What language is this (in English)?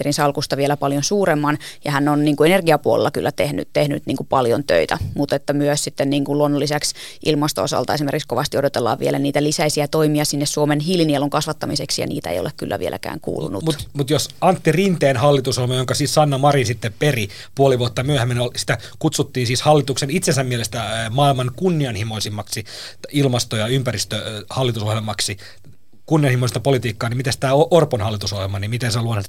Finnish